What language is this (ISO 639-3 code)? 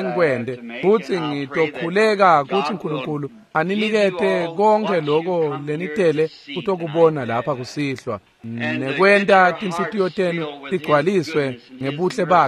ssw